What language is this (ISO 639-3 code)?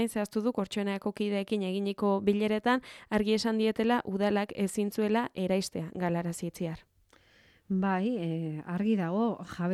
eus